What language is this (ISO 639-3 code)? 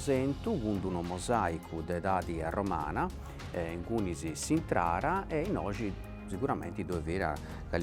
srd